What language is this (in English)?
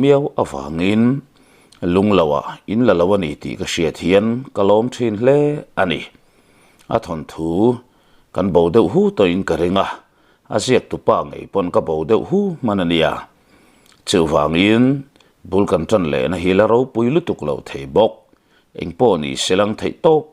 Mizo